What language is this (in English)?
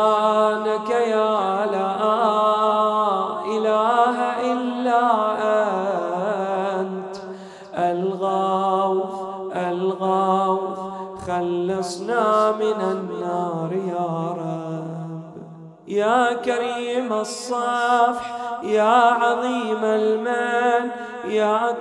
Arabic